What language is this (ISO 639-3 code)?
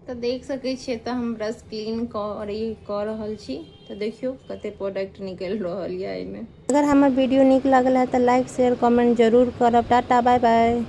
mai